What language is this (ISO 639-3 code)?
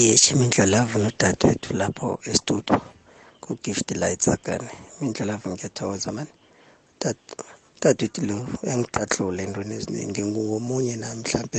nbl